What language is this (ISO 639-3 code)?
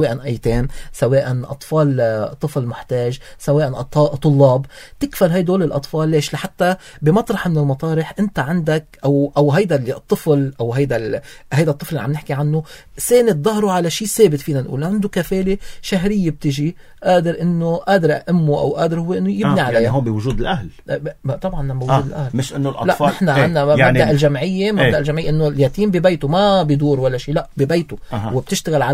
apc